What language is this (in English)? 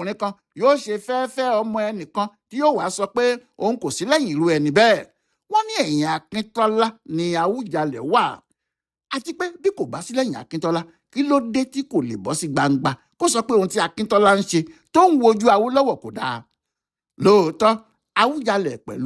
Yoruba